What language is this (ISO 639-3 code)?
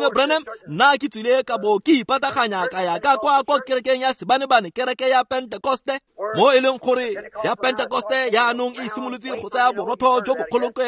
tsn